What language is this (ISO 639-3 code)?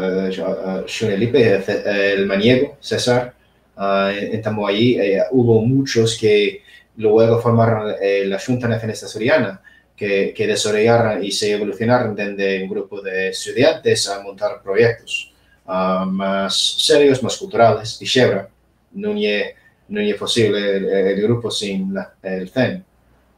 ast